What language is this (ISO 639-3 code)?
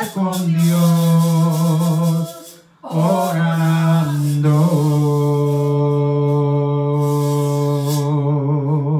spa